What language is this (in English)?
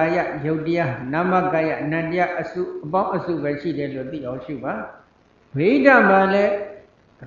Burmese